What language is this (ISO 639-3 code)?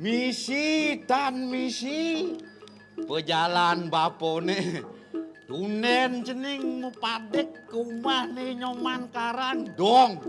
ban